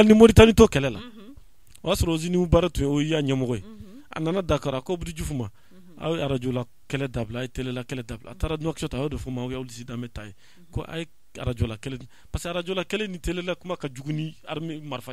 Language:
Bambara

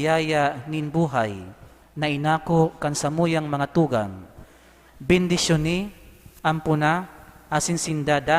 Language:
Bikol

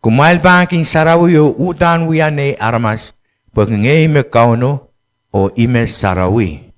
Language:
Pohnpeian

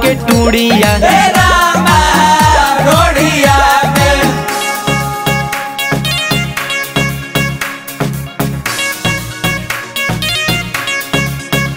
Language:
Bhojpuri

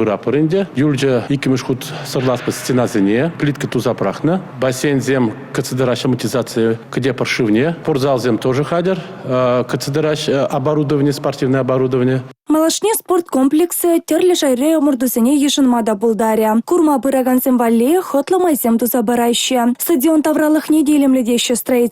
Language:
Chuvash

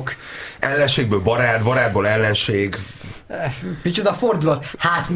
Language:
Hungarian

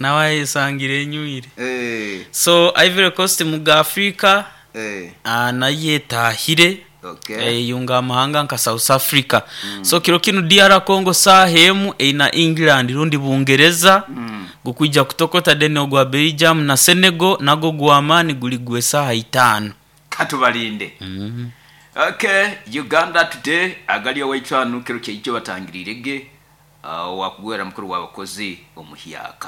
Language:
Nyoro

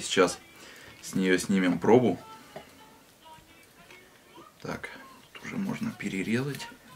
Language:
Russian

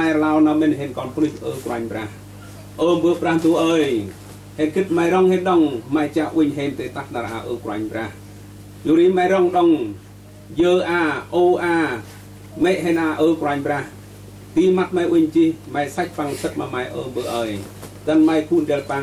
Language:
Central Mnong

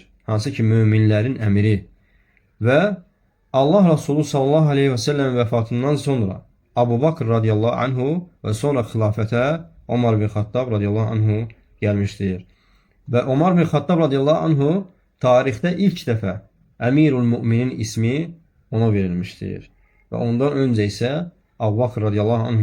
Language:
Azerbaijani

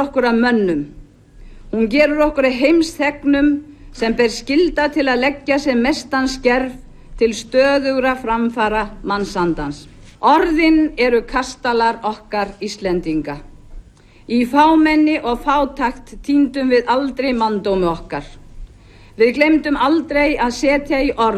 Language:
Icelandic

